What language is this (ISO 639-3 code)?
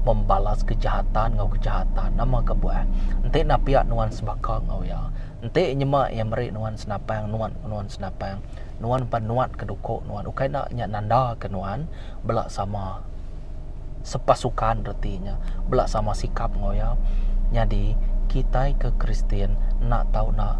iba